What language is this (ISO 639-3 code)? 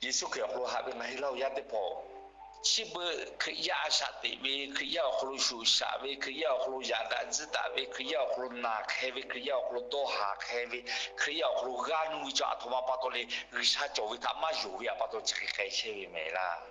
lhu